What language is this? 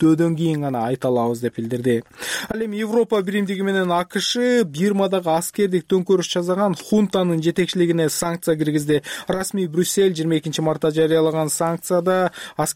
Kyrgyz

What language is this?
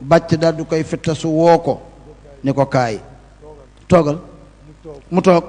Wolof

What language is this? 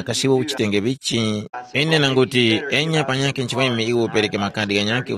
Tumbuka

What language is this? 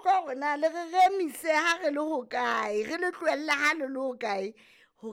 Southern Sotho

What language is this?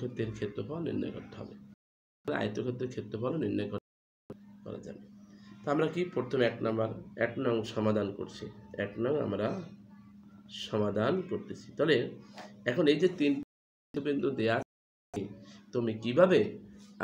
Bangla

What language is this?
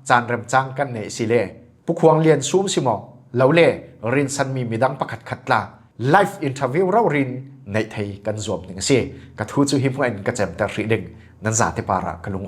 Falam Chin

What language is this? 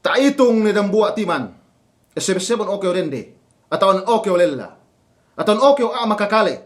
Yakan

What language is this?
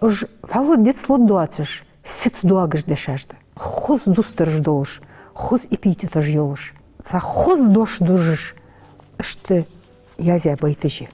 Ingush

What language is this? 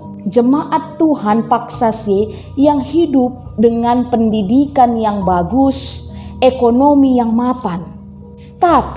Batak Karo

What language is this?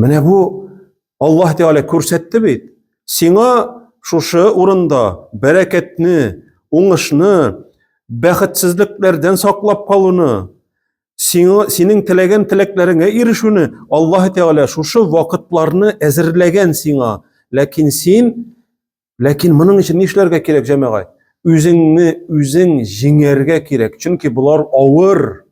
Tatar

